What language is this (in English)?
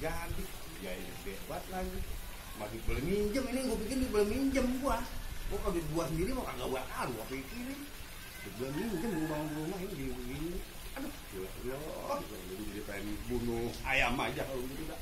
Betawi